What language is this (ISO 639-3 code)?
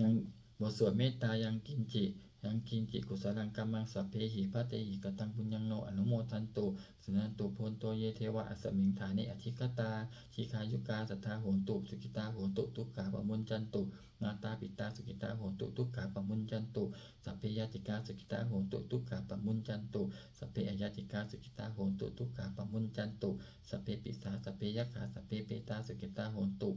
pli